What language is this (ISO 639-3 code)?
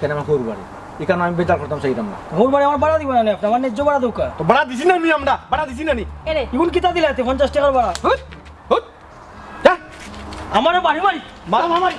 syl